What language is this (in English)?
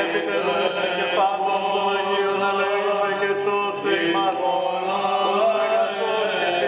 Greek